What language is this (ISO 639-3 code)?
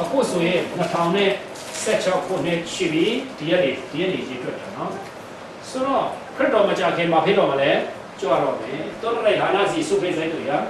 cfm